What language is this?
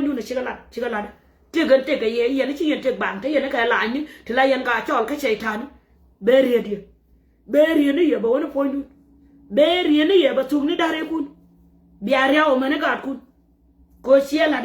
Nuer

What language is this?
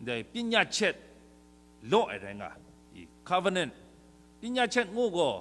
Kachin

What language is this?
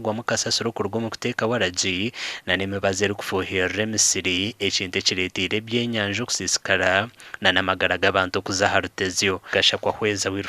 Nyankole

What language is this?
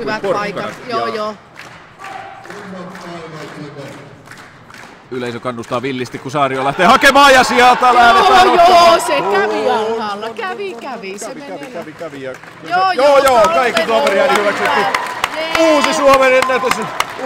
Finnish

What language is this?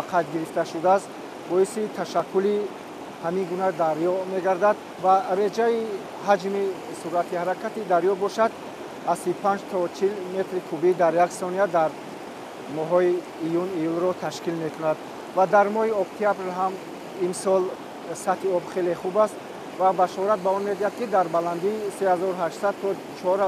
Tajik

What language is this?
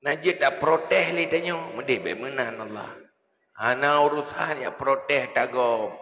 Achinese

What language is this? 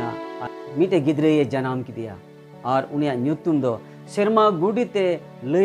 Santali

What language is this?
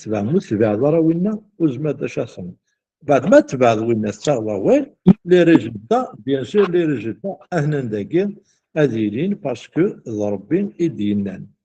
Kabyle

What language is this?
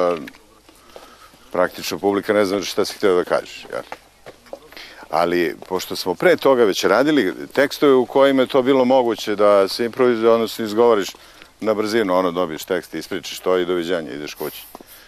Serbian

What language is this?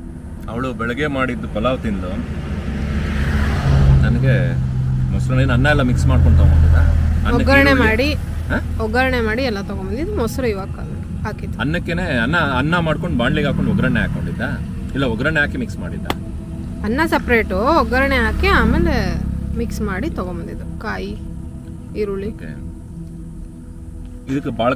Kannada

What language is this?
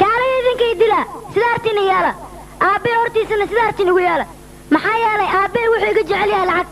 Somali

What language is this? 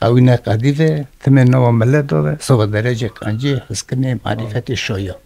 Kurdish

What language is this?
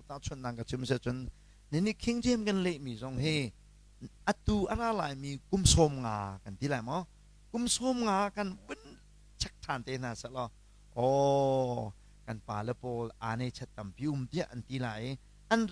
Hakha Chin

